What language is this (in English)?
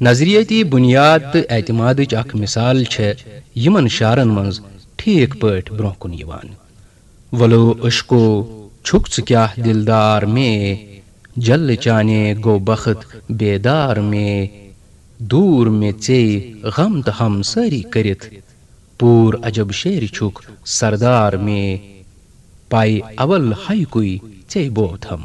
Kashmiri